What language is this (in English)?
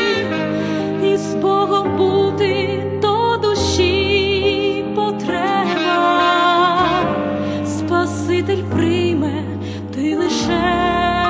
Ukrainian